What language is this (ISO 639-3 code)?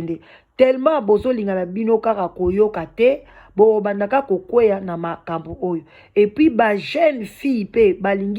lin